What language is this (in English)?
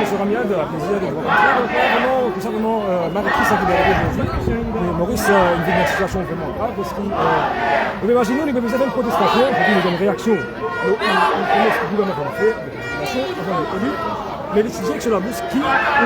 Morisyen